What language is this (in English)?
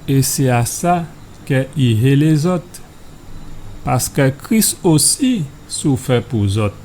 Guadeloupean Creole French